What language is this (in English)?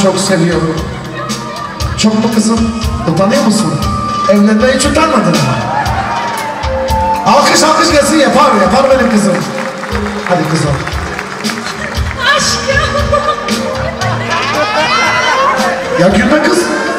Turkish